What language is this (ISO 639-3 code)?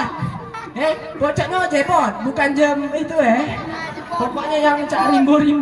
mui